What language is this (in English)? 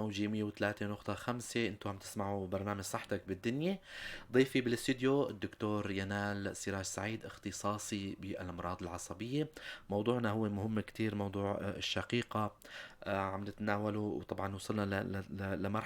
North Levantine Arabic